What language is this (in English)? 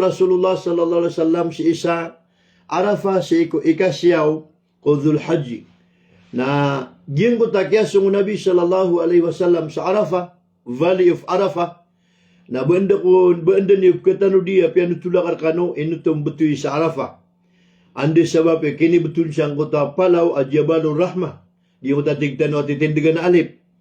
Maranao